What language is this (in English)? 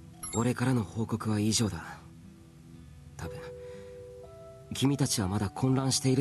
Japanese